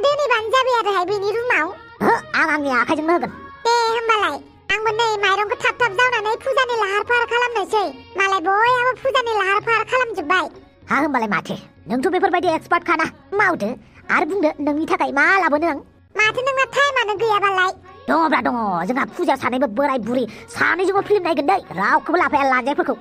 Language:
Bodo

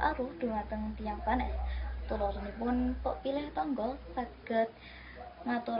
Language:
Javanese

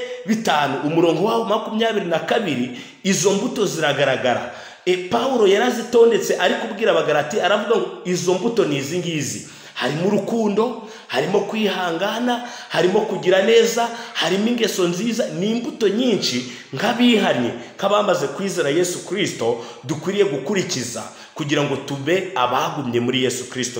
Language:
Kinyarwanda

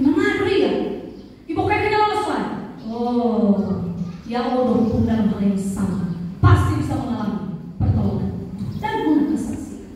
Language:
Nias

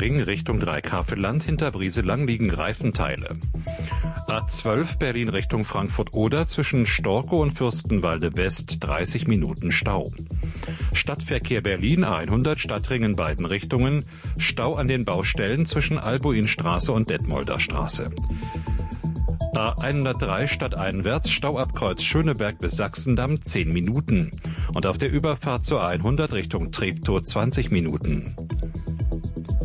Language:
German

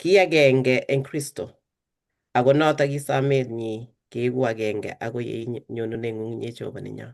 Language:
Kalenjin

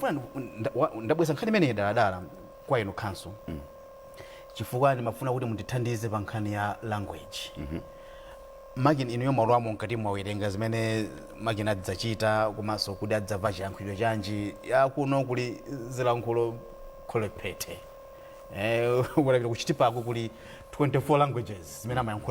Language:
Nyanja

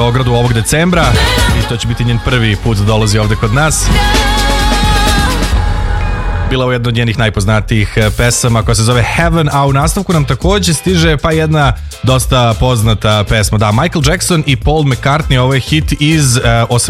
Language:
Serbian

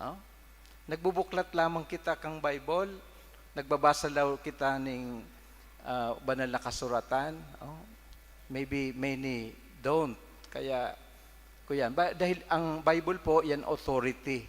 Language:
Bikol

